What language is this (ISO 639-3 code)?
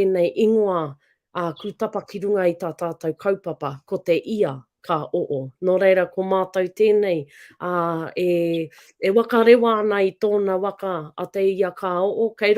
mri